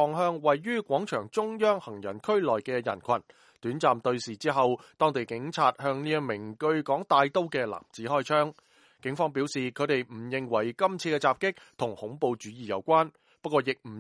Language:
Cantonese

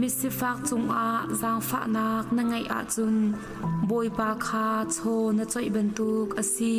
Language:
Hakha Chin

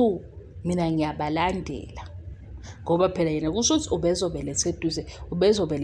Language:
Zulu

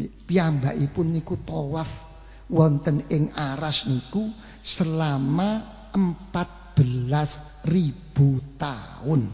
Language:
Javanese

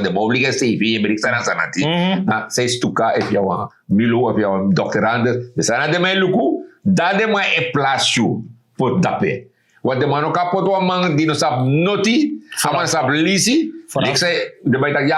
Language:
Sranan Tongo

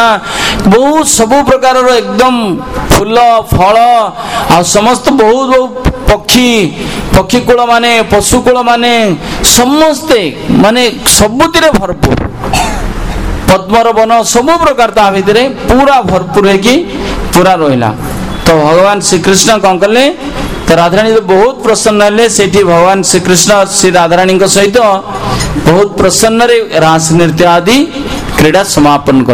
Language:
Odia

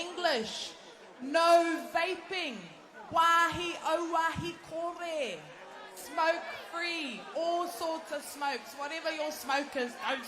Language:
Māori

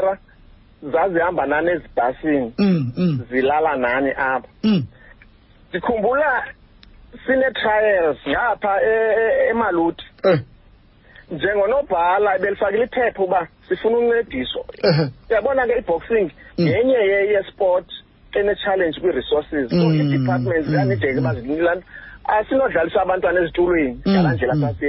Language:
Xhosa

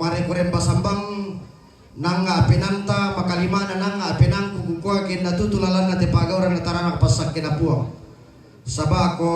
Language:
Toraja-Sa'dan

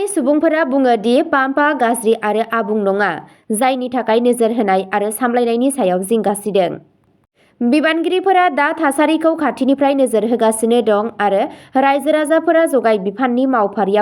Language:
Bodo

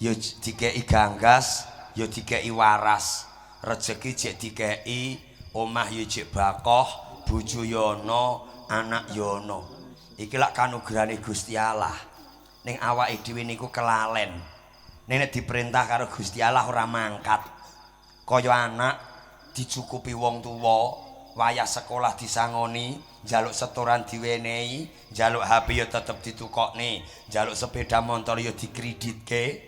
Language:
Javanese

